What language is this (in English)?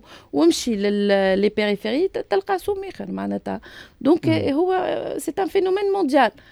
Tunisian Arabic